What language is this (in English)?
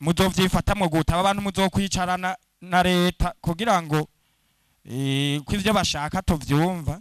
Rundi